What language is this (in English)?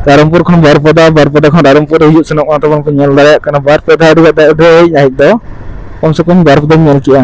Santali